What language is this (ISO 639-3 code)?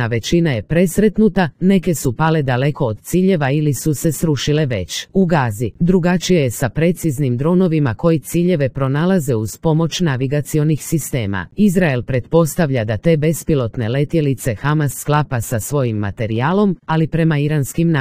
srp